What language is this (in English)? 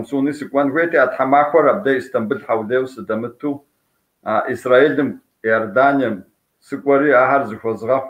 Kabardian